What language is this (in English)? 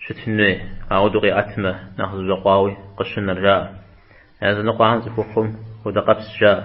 Kabardian